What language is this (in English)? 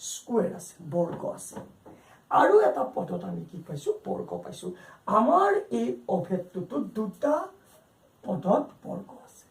Assamese